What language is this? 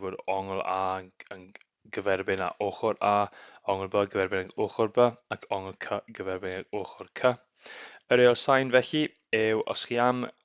Welsh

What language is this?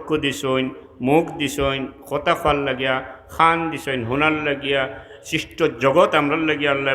Sylheti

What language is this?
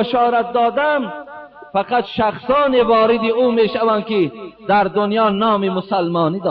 Tajik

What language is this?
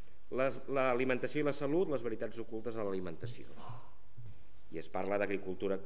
Catalan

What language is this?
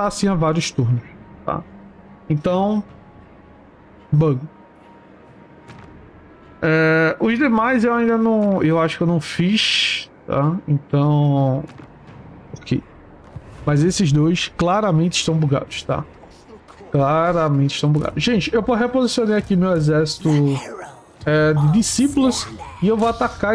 Portuguese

